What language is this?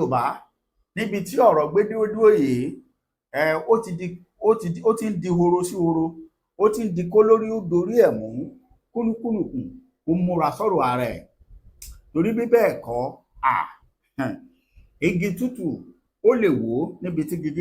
Yoruba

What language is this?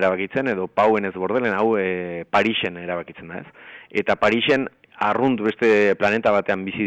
Basque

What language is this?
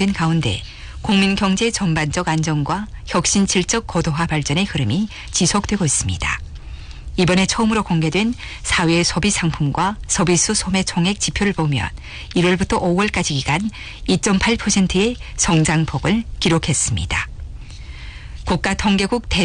Korean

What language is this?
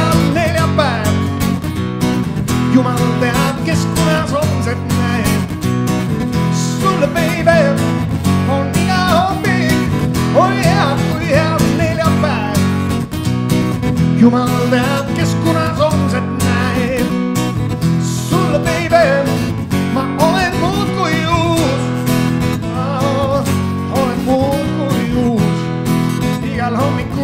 Estonian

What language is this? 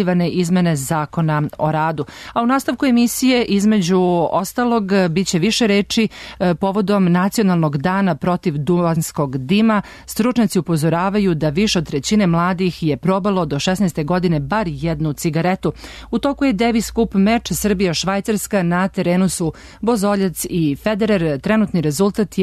Serbian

